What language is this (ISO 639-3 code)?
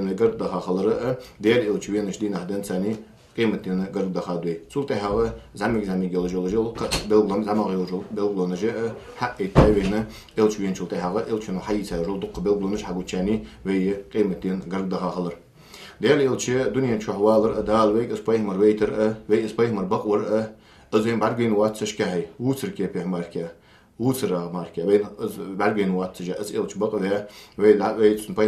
inh